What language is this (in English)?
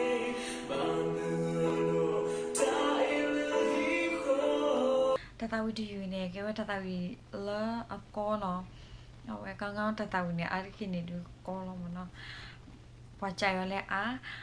S'gaw Karen